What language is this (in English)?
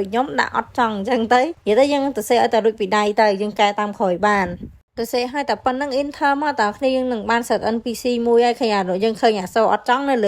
Khmer